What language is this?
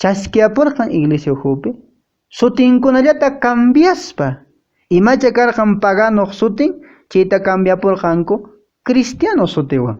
Quechua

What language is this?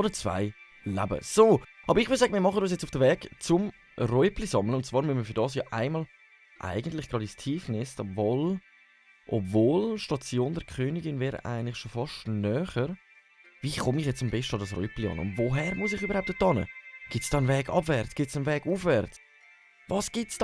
Swiss German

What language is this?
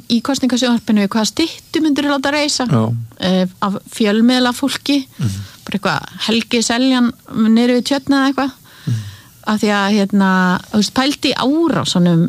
Icelandic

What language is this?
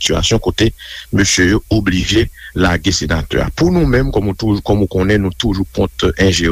Haitian Creole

